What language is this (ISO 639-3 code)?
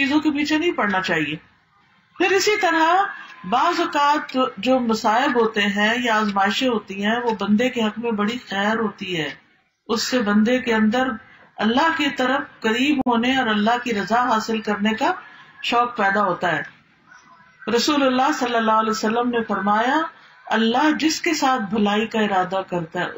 urd